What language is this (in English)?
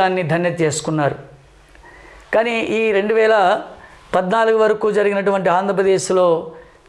Telugu